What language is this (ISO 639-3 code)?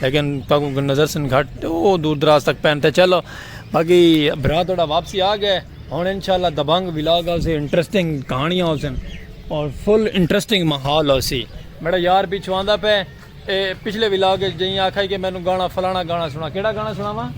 skr